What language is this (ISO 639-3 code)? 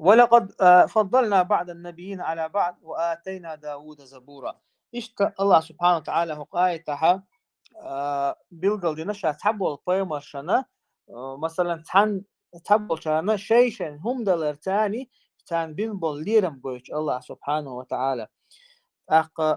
che